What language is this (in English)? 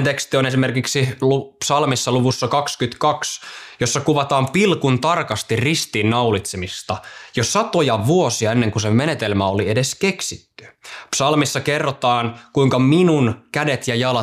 Finnish